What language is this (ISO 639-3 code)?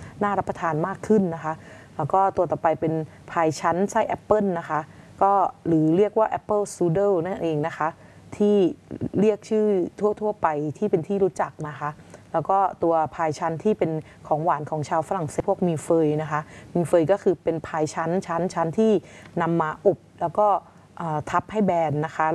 tha